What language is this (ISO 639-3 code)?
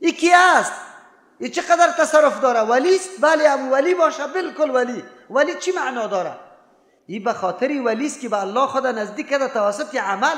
fas